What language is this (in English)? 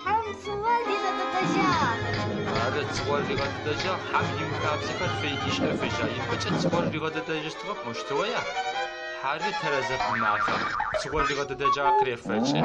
Adyghe